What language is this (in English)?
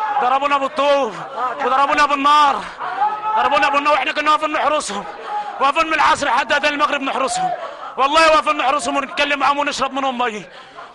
Egyptian Arabic